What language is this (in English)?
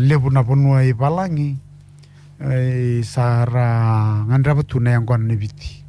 Fijian